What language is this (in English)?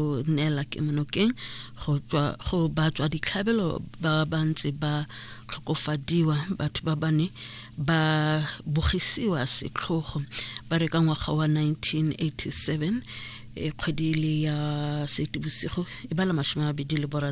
Tswana